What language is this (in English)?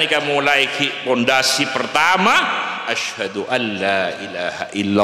Madurese